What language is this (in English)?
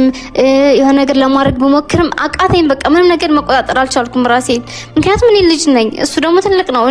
Amharic